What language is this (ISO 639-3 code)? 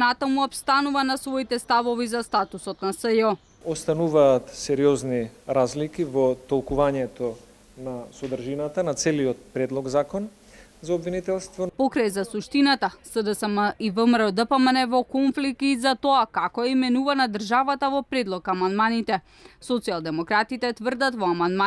mkd